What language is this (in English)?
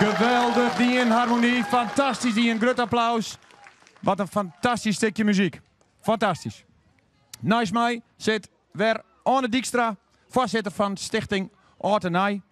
Western Frisian